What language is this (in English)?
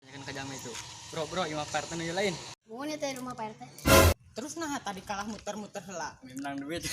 Sundanese